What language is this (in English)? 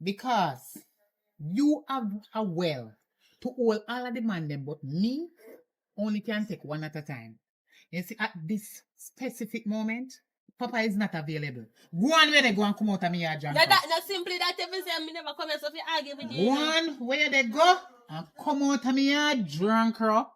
Jamaican Creole English